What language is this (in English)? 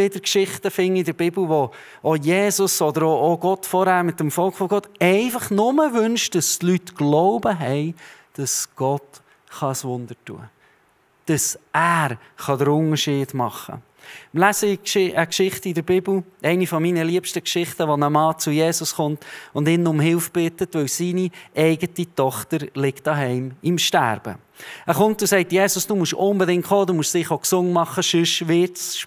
Swiss German